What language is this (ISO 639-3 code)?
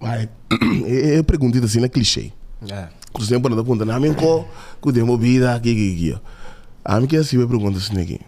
pap